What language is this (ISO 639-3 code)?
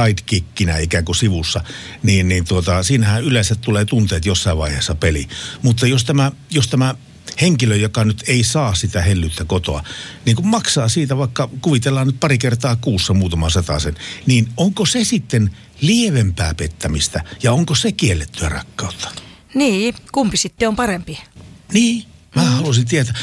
fin